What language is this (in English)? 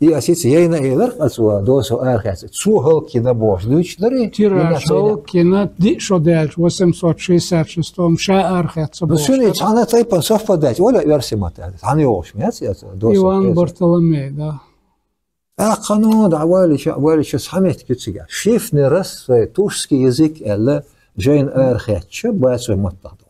Chechen